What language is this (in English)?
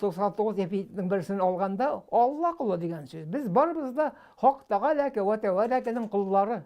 Tatar